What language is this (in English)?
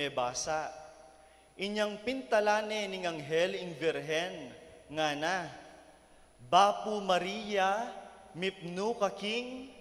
Pampanga